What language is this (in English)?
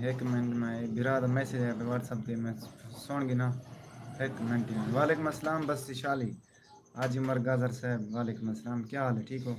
Saraiki